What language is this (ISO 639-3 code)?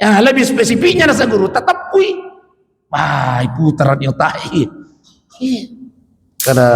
bug